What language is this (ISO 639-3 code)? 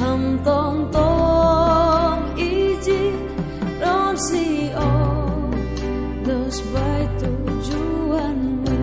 bts